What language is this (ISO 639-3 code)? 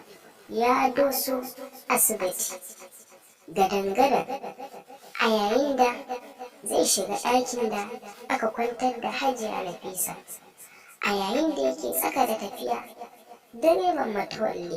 hau